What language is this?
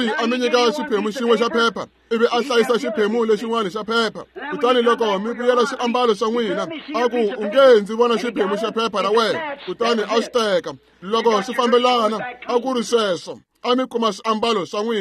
Tsonga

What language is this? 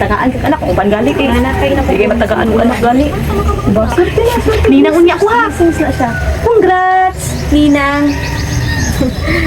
Cebuano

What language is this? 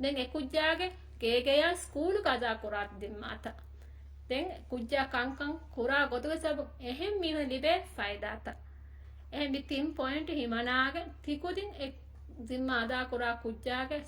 Divehi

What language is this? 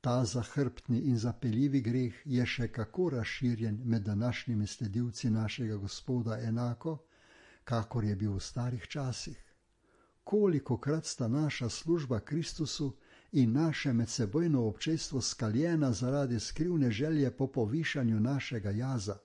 Slovenian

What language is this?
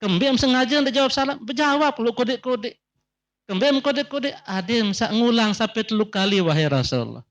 Sasak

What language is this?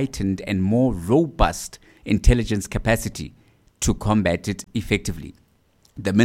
English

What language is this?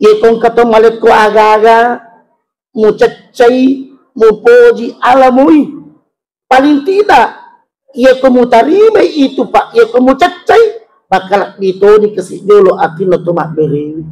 Buginese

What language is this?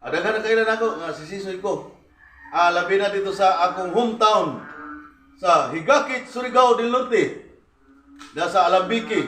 Cebuano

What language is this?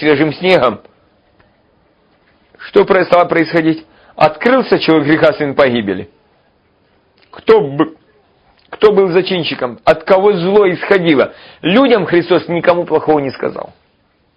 Russian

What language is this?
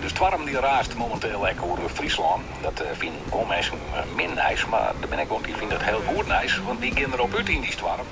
Western Frisian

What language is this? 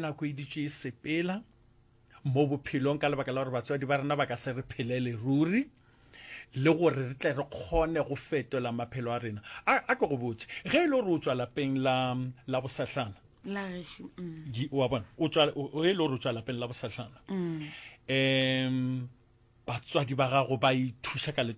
Northern Sotho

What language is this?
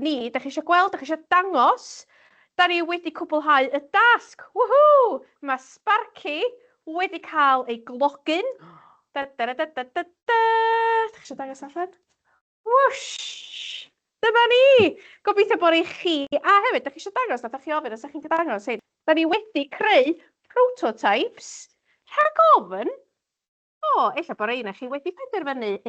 Welsh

